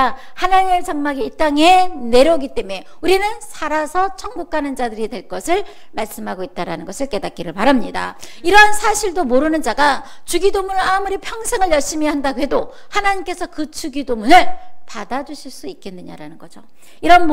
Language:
Korean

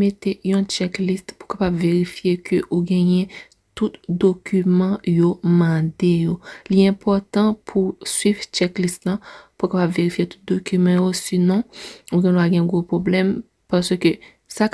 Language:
Haitian Creole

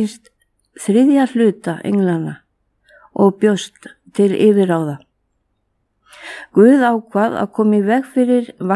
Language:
Icelandic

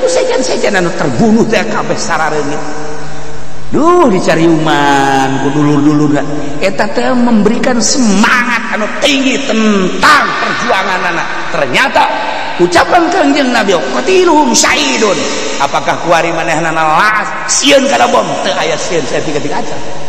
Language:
Sundanese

